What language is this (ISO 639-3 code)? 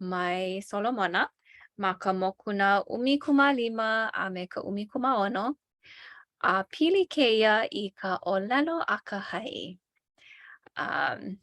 haw